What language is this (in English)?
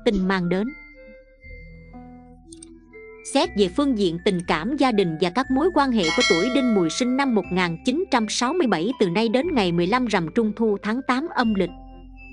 Vietnamese